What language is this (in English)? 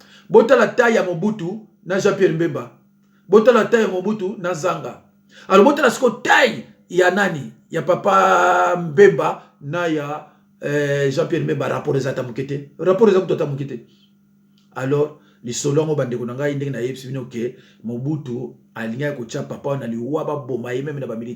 Lingala